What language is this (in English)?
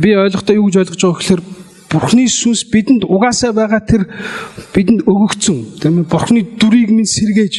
Mongolian